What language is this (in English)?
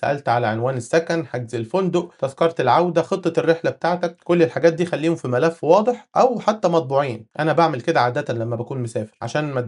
Egyptian Arabic